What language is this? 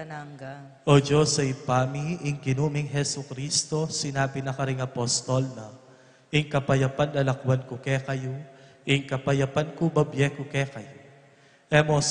Pampanga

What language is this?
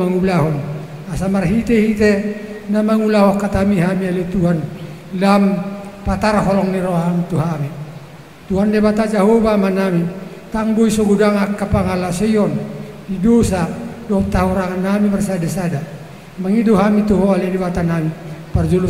Batak Toba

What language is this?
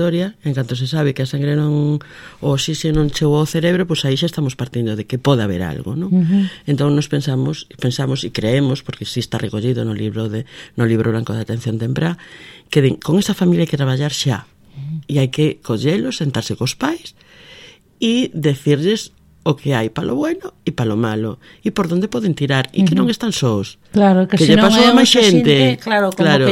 Galician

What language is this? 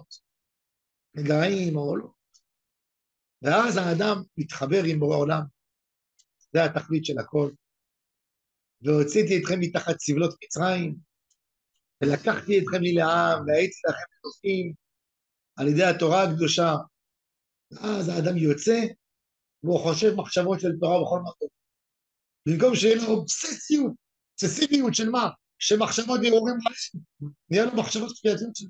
Hebrew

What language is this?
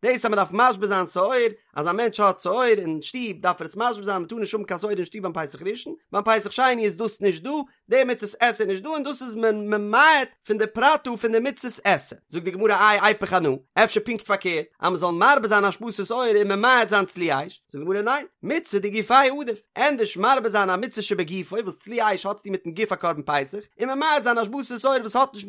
Yiddish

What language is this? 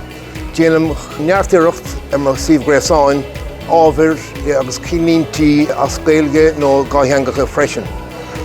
Irish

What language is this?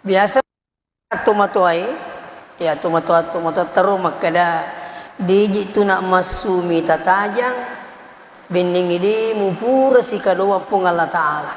Buginese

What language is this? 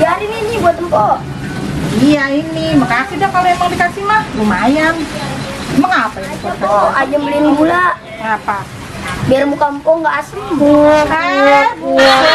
Betawi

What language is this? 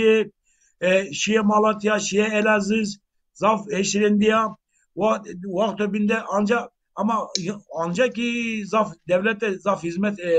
Zaza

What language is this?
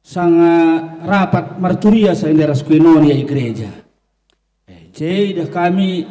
Batak Karo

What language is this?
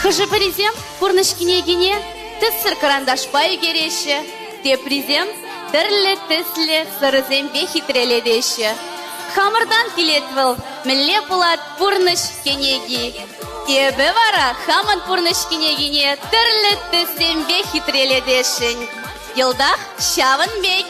Chuvash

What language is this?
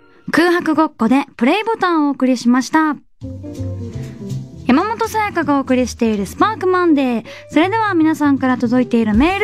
Japanese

